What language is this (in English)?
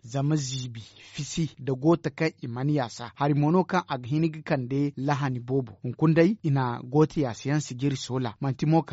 Zarma